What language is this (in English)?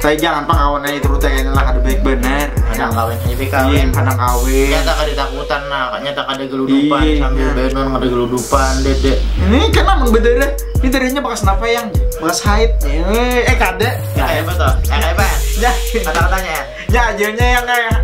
Banjar